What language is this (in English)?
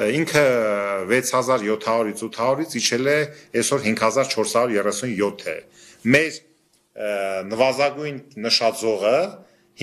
Armenian